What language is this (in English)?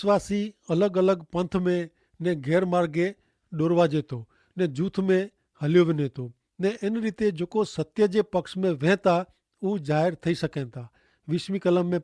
Kachhi